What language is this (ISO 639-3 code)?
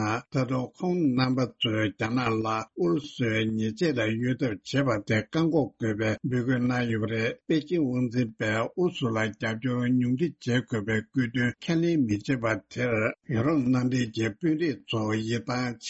bod